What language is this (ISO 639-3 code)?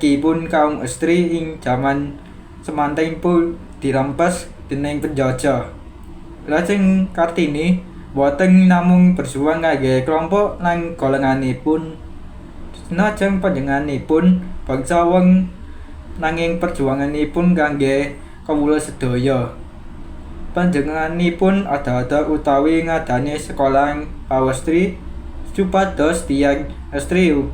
jav